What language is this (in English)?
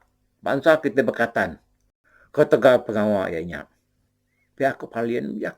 Iban